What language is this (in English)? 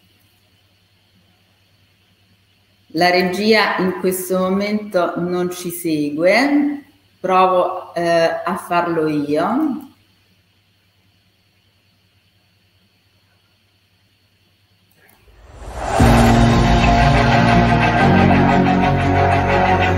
Italian